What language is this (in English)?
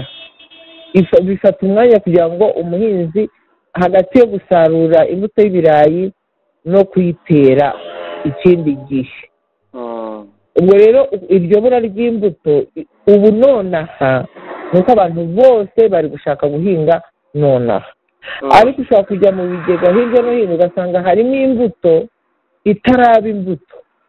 Kinyarwanda